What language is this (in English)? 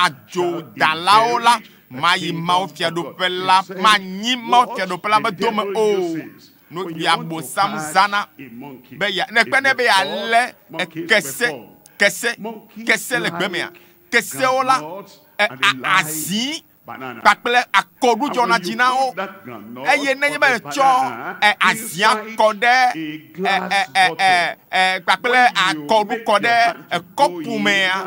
Ewe